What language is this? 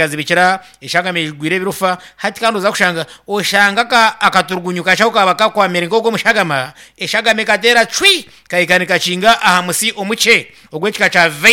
Nyankole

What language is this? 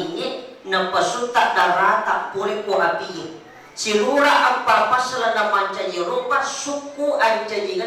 Buginese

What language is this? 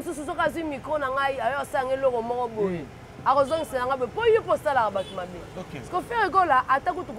Lingala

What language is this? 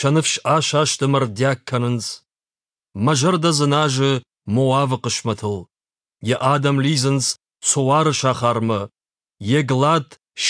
Ossetic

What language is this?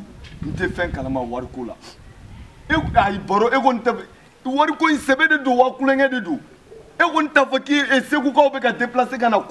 Bambara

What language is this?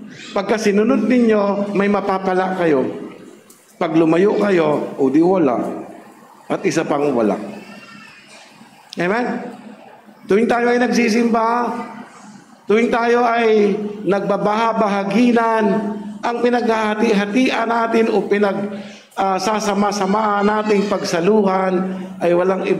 Filipino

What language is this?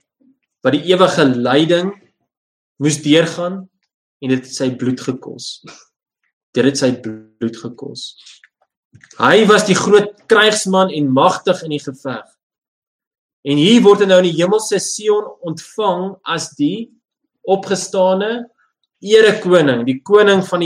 Afrikaans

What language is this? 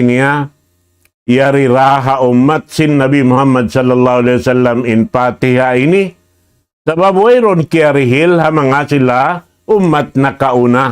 Tausug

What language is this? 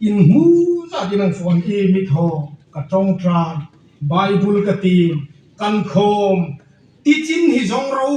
Hmar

